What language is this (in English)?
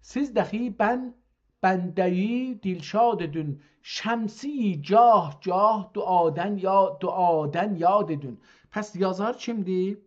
South Azerbaijani